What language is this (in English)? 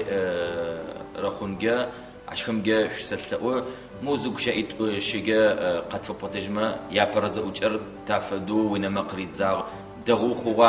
Adyghe